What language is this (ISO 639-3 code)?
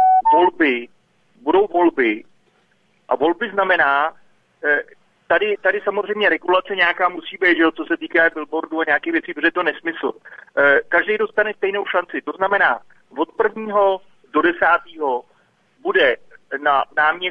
ces